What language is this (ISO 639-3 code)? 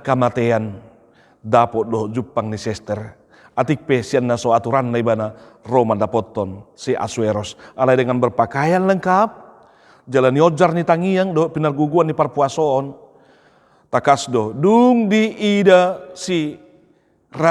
bbc